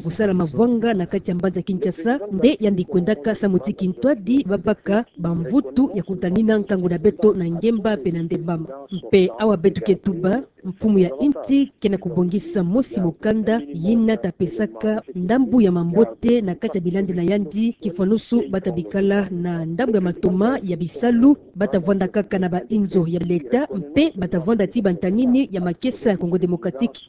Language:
Kituba (Democratic Republic of Congo)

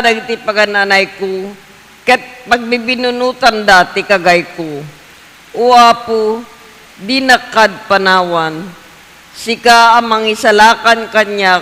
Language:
Iloko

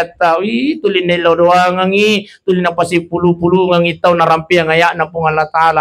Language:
Buginese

